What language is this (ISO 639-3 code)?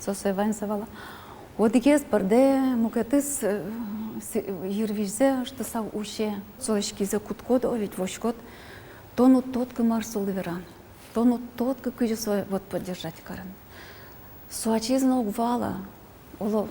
udm